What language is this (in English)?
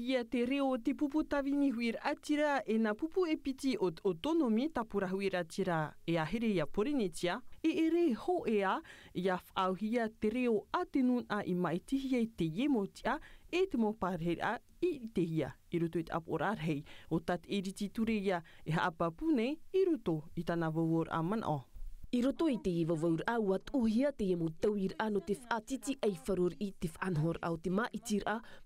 Tahitian